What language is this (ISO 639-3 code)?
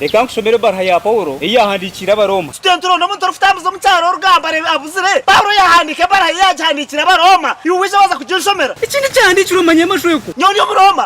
ttj